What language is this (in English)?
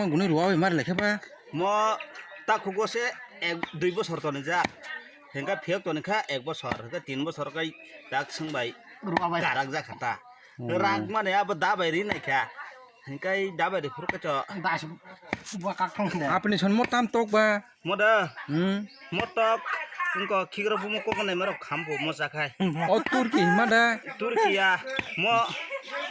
Kok Borok